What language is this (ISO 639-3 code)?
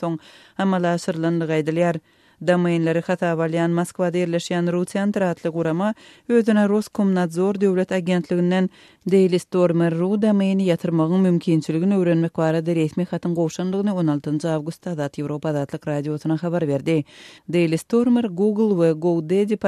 tuk